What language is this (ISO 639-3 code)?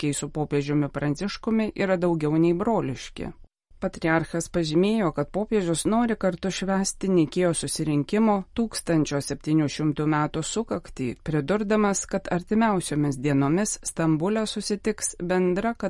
lit